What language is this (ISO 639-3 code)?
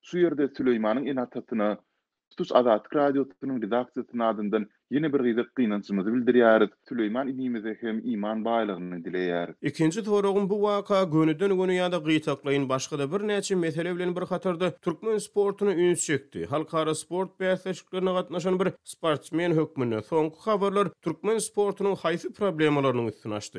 tuk